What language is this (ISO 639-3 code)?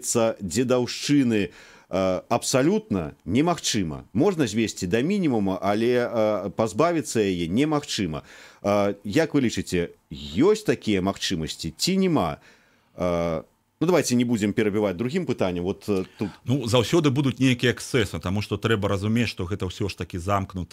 bel